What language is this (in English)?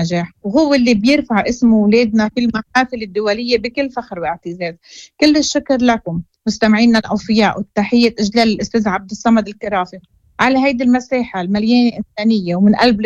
Moroccan Arabic